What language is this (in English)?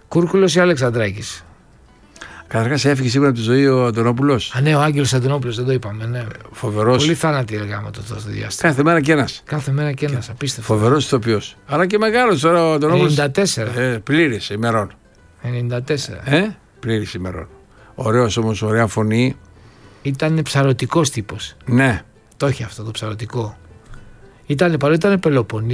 Greek